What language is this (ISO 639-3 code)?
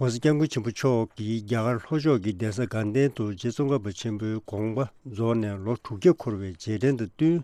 bod